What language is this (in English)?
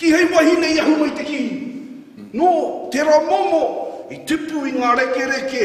Māori